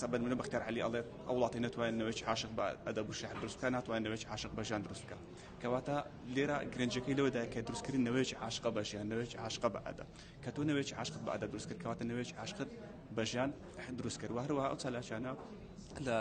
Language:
Central Kurdish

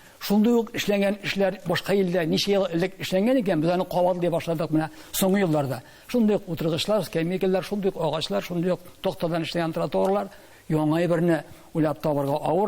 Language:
Tatar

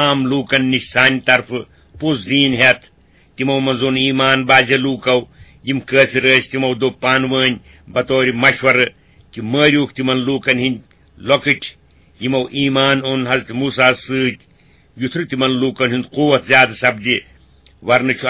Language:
Kashmiri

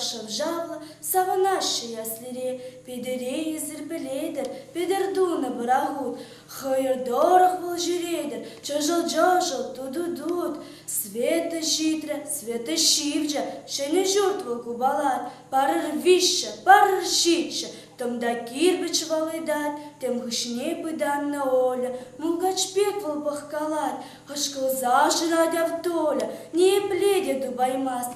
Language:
Chuvash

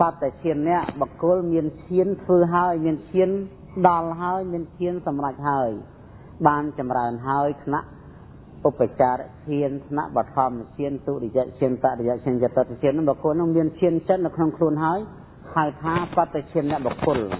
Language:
Khmer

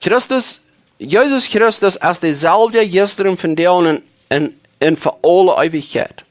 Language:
Plautdietsch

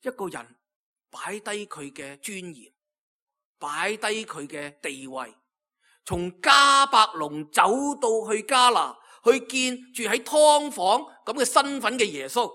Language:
Cantonese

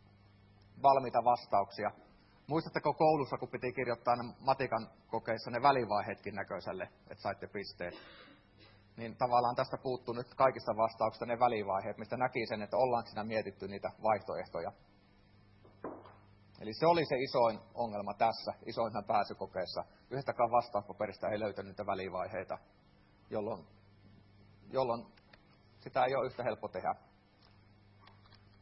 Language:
Finnish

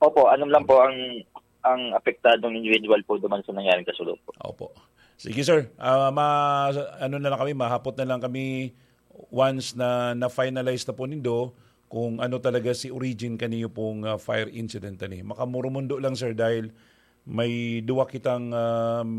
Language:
Bikol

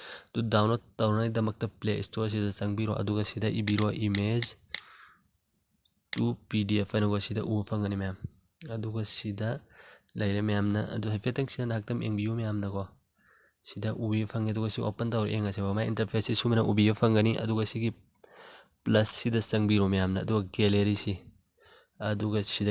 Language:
Manipuri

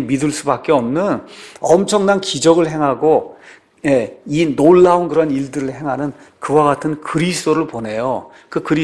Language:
Korean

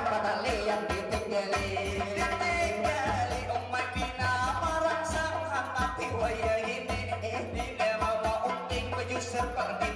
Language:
Banjar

